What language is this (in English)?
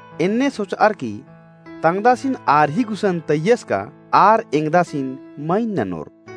Kurukh